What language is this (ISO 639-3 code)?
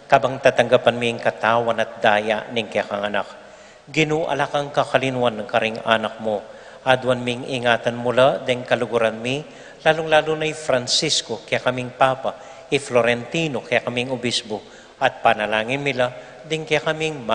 pam